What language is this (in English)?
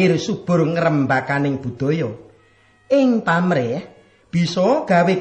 Javanese